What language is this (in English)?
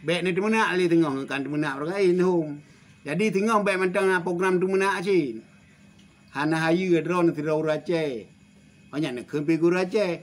Achinese